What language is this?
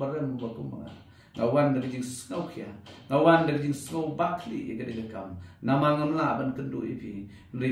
Khasi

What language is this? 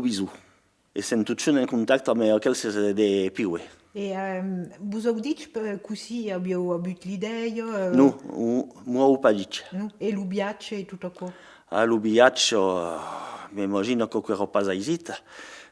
Occitan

